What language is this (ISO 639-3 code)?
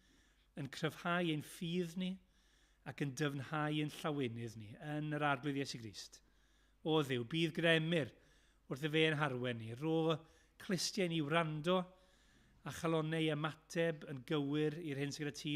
cym